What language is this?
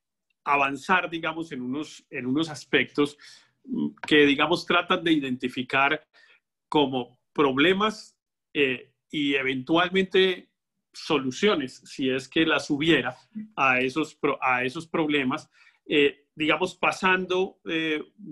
Spanish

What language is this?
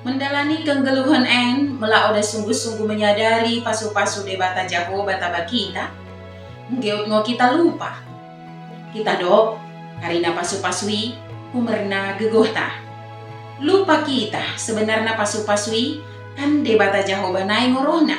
Batak Dairi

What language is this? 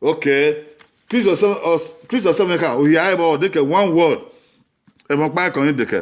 Bini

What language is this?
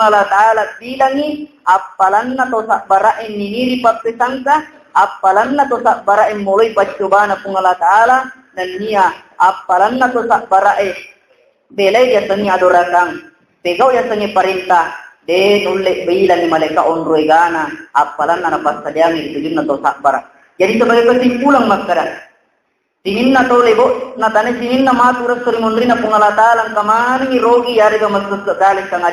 Buginese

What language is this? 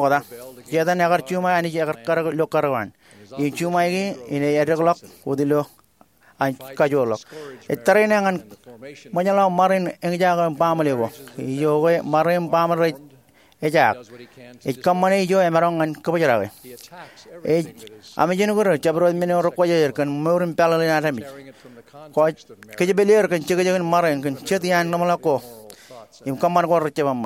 Marshallese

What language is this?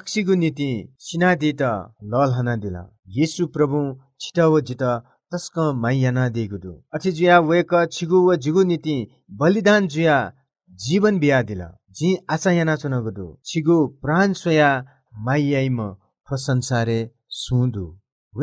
Newari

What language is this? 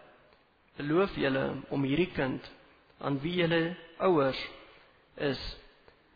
Afrikaans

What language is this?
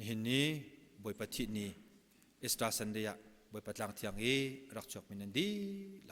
Hakha Chin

